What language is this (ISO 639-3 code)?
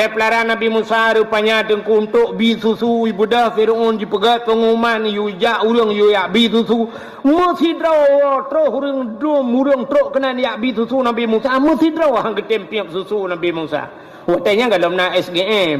ace